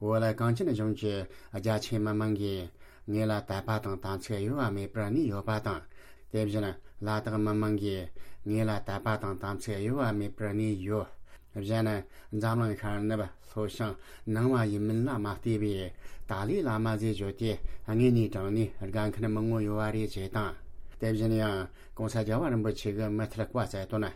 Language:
Tibetan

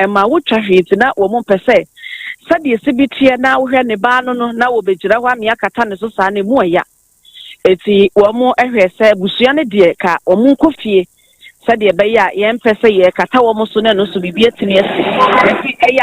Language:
Akan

